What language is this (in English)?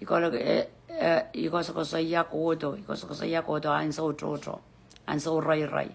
Pohnpeian